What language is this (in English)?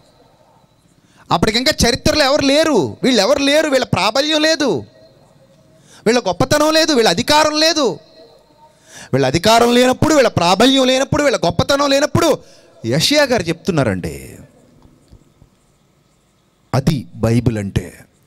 Telugu